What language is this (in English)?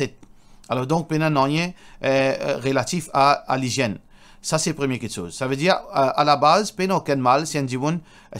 Morisyen